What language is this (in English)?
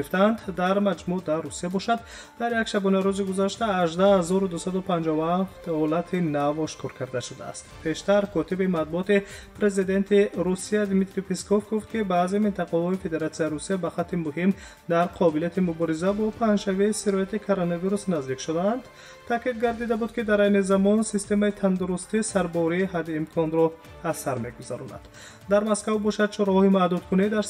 Tajik